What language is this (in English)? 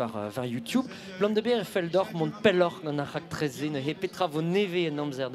Breton